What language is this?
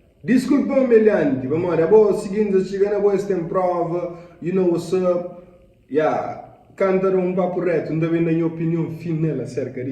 Kabuverdianu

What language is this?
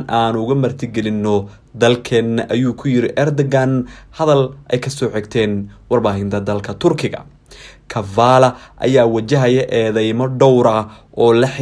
Somali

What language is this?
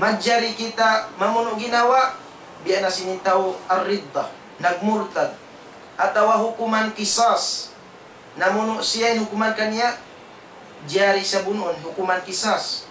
Tausug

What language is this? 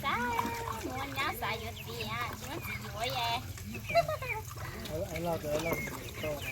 Hmong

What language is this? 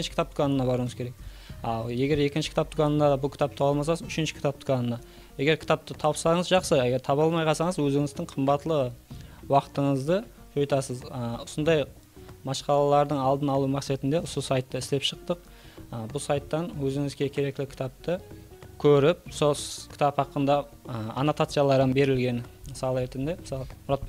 Kara-Kalpak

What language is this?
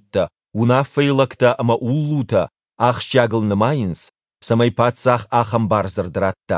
Ossetic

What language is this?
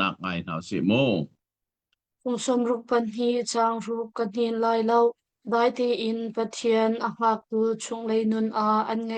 Hakha Chin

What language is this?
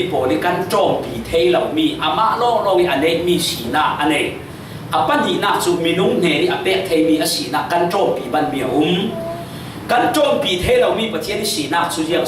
Falam Chin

